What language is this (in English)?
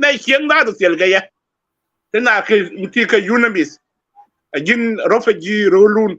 Nuer